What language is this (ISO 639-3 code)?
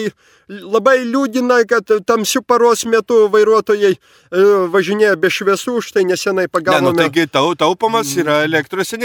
lit